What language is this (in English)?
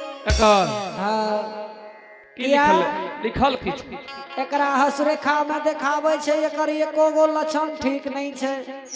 Angika